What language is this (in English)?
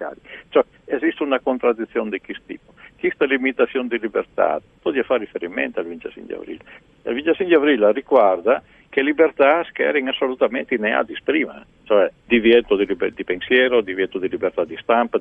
Friulian